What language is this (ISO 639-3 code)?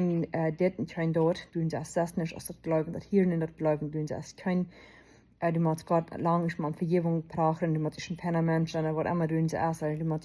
pdt